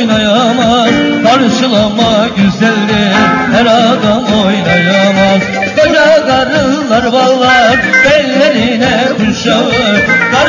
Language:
Turkish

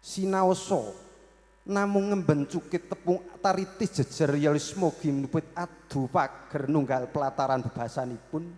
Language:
Javanese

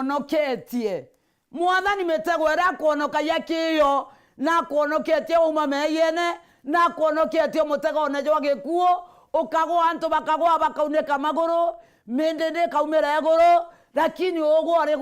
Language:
Meru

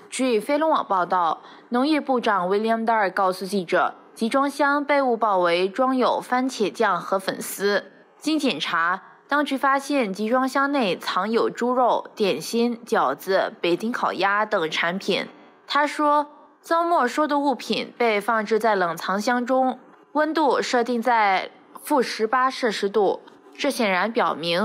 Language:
Chinese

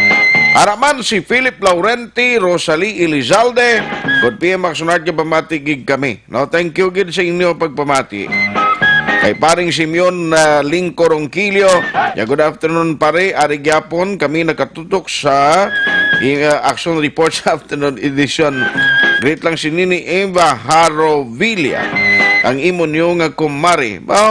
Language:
Hiligaynon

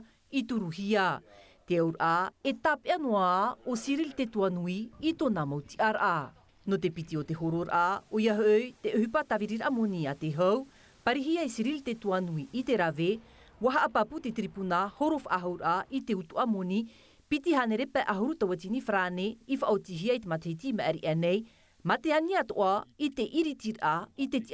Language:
Tahitian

